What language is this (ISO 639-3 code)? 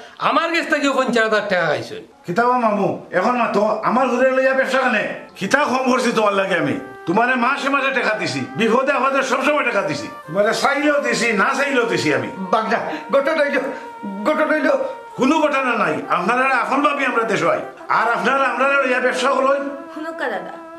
syl